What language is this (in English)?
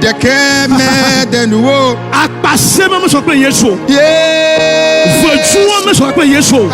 Ewe